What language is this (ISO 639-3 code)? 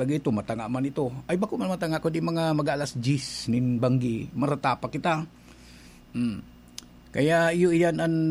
bik